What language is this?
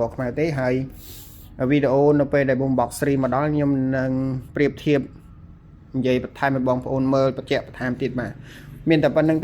Khmer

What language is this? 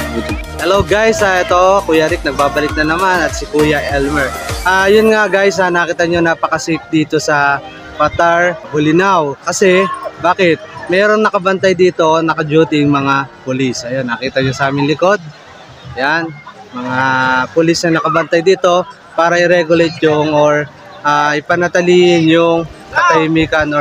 Filipino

